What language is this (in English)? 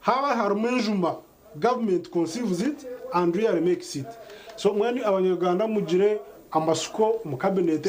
Nyankole